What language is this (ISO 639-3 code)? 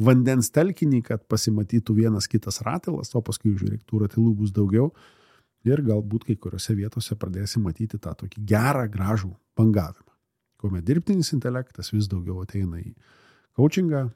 lit